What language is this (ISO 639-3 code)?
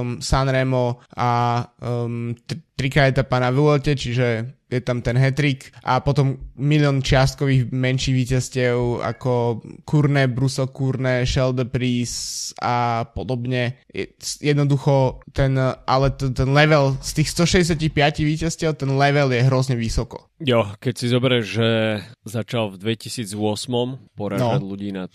slk